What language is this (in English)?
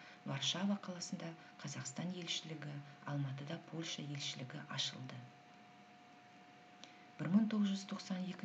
Kazakh